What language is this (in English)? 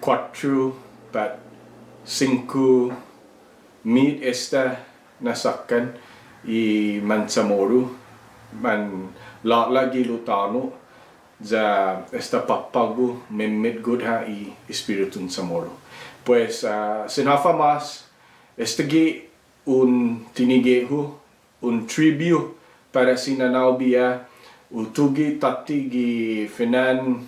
Chamorro